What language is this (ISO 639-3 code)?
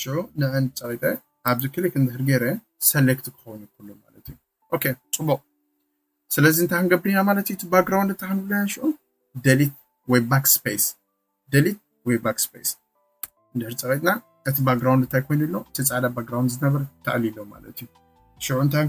tir